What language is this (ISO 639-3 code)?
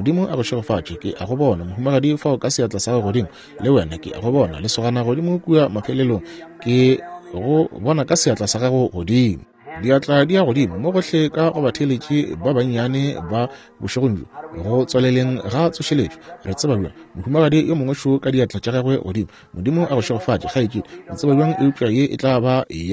nso